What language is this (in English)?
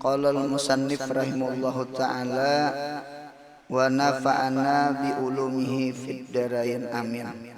Banjar